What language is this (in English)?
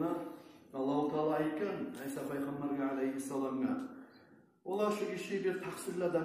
Kumyk